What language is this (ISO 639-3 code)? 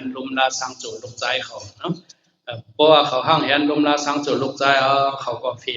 shn